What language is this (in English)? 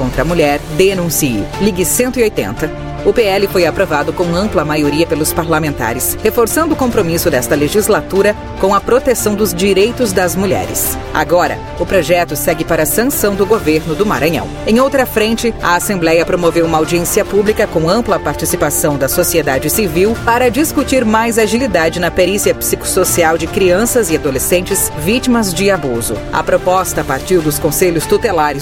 Portuguese